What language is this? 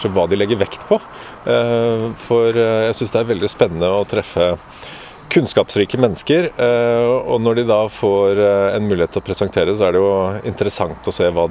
Norwegian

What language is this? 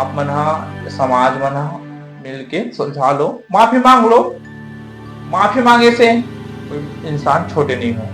Chhattisgarhi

